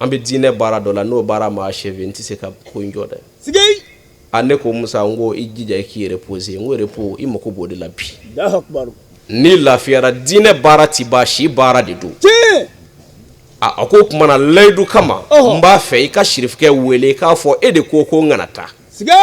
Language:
Bambara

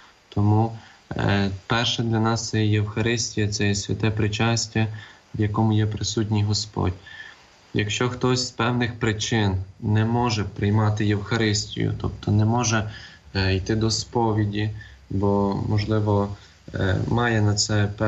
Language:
Ukrainian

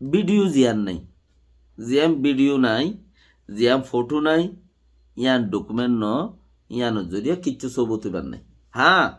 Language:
Rohingya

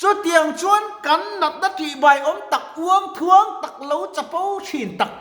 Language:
Mizo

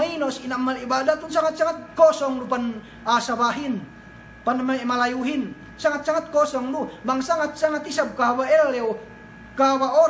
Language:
Yakan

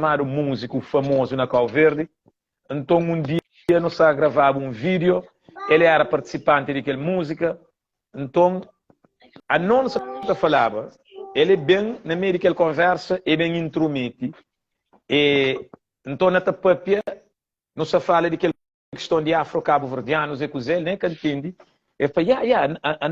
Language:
Kabuverdianu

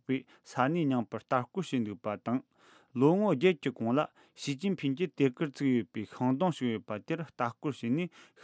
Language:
Tibetan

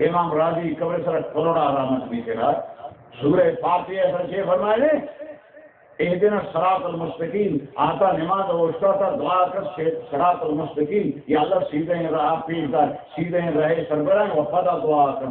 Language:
Baluchi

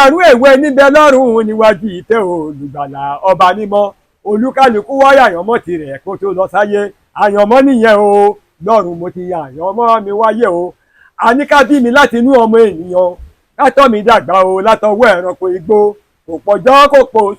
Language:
Yoruba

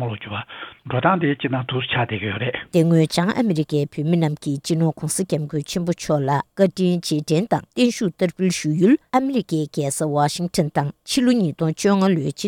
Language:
Tibetan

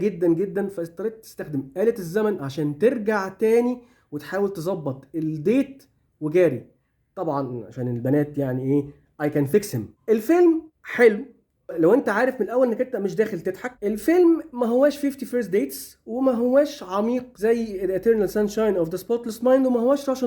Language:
Egyptian Arabic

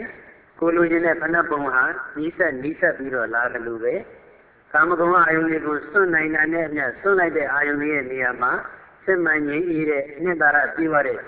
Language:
Burmese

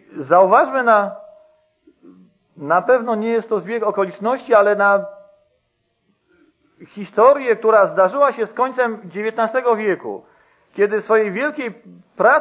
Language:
Polish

